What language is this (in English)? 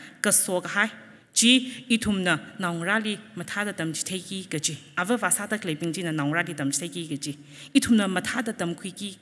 Tangkhul Naga (India)